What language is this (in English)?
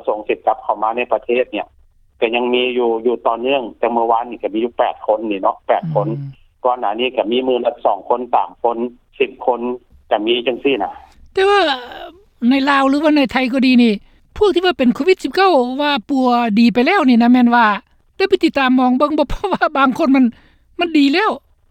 Lao